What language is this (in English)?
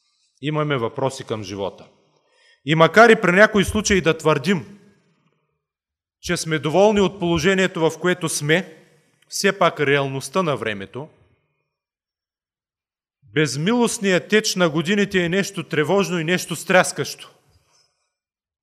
Bulgarian